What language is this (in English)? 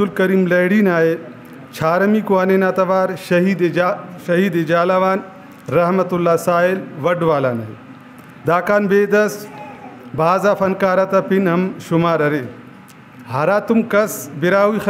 Brahui